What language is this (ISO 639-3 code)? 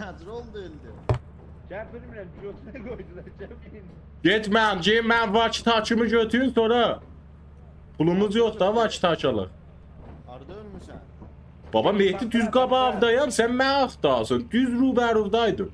azb